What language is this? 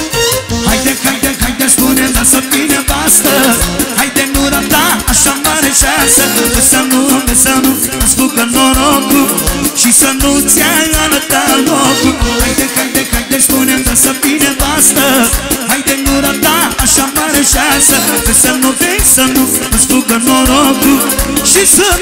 Romanian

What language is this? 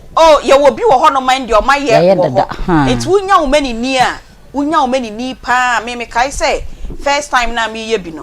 Akan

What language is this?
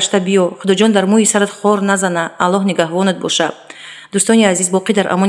Tajik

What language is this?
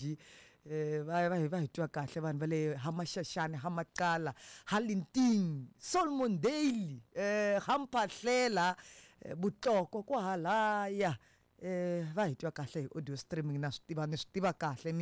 Tsonga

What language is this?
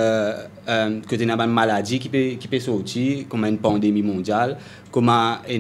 Morisyen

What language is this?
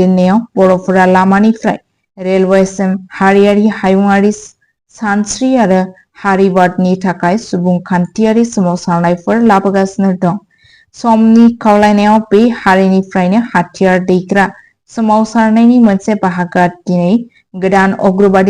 Bodo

